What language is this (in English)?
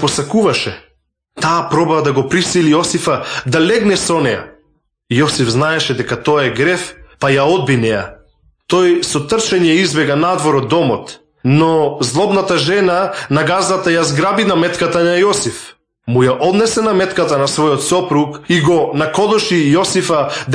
Macedonian